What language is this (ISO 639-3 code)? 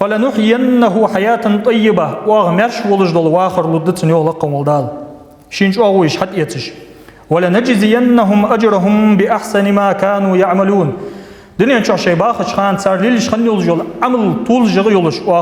inh